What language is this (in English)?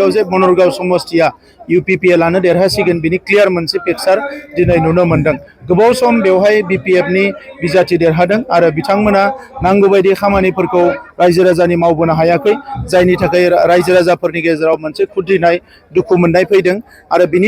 Bodo